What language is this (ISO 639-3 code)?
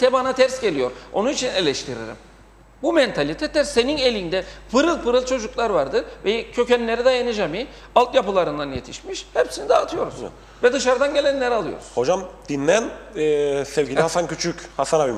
tur